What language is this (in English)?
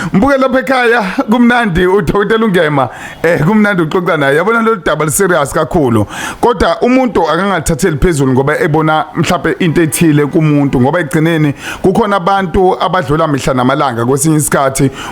Zulu